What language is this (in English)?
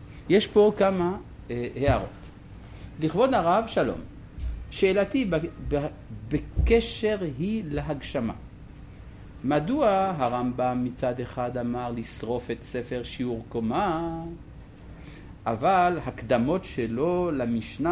Hebrew